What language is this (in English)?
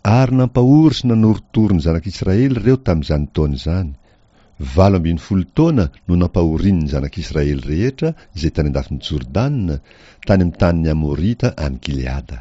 Malagasy